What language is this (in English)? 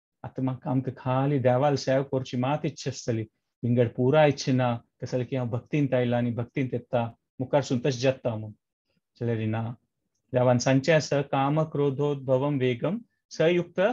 Konkani